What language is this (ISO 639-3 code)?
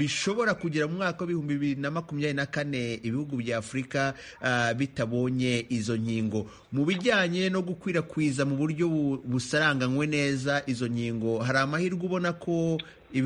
kin